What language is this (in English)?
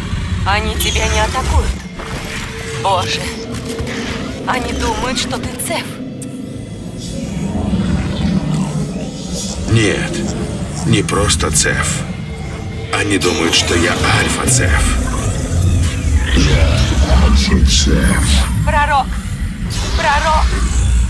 Russian